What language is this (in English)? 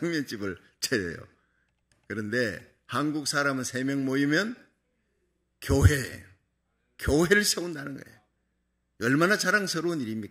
Korean